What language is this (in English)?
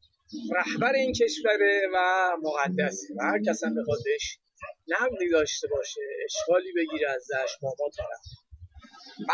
Persian